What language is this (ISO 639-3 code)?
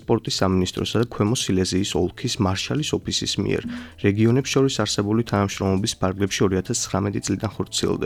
kat